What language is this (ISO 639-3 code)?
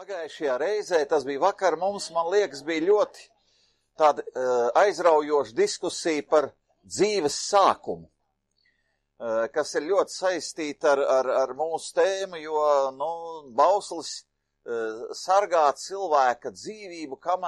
lav